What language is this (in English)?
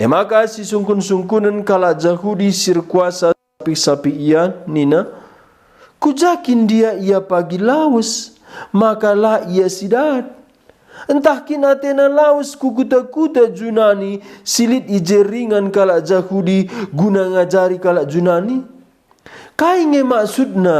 Batak Karo